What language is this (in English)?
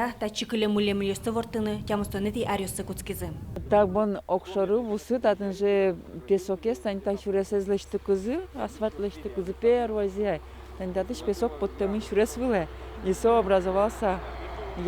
Udmurt